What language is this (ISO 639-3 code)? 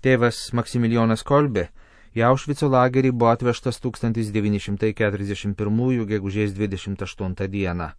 lit